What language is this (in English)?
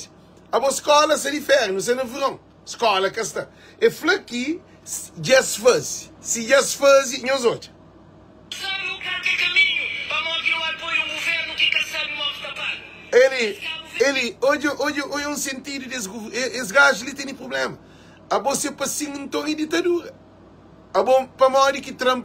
Kabuverdianu